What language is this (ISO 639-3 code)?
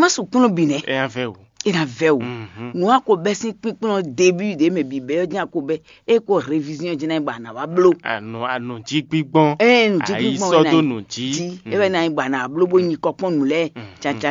fon